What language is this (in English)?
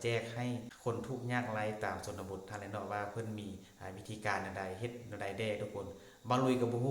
Northeastern Thai